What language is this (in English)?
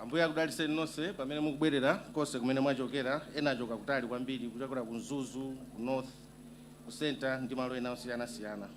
Nyanja